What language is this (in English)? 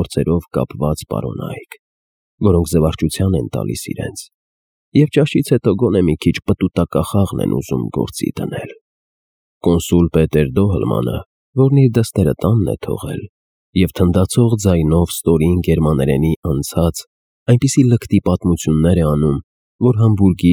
Armenian